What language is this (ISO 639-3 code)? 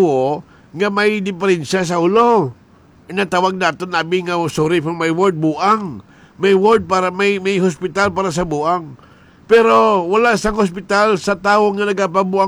hil